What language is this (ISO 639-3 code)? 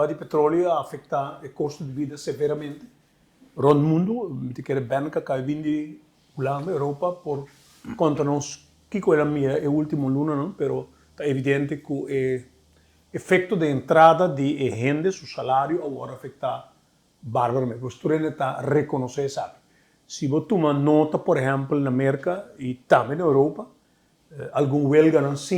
pap